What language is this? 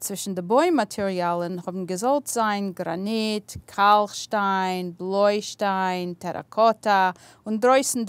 Yiddish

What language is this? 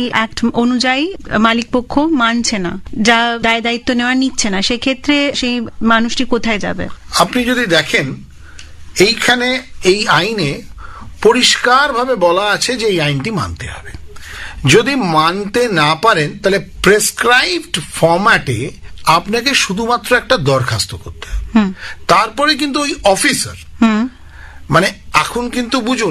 Bangla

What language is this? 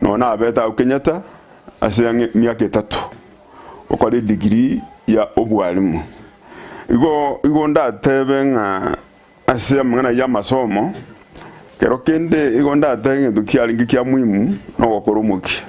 Gusii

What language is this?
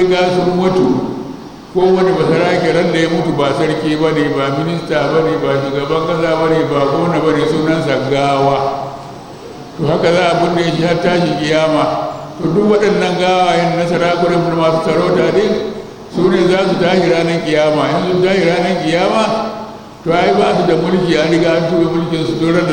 Hausa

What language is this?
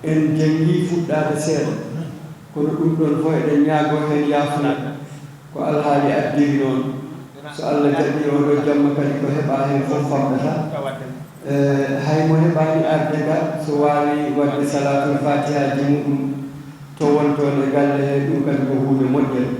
Fula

